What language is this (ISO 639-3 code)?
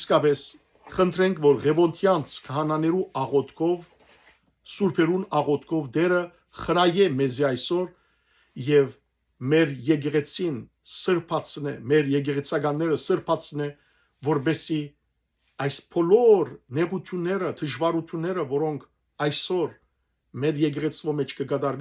hyw